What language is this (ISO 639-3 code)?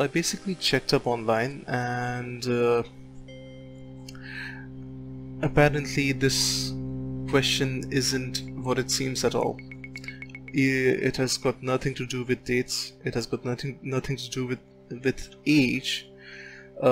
eng